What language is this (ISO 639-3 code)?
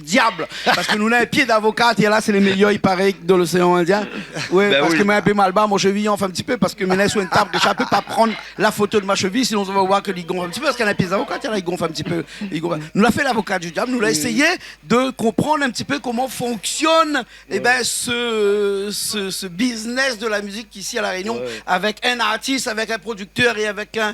rcf